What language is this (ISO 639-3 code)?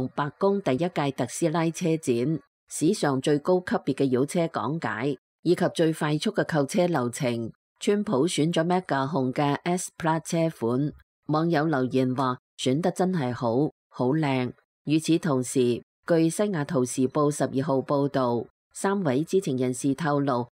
yue